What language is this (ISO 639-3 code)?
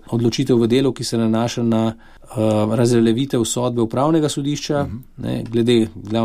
slv